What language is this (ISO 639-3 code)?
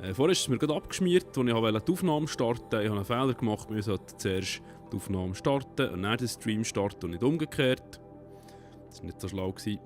gsw